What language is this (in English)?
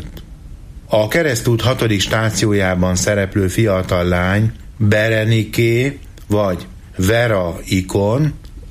Hungarian